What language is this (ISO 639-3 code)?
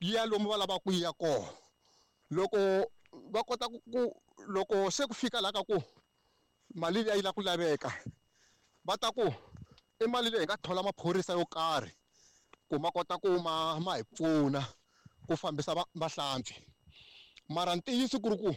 tso